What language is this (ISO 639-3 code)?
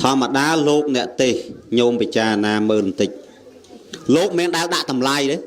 khm